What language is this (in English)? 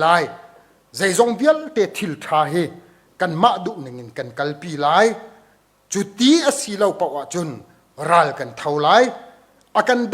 Hakha Chin